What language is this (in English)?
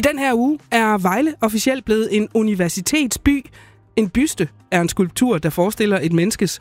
Danish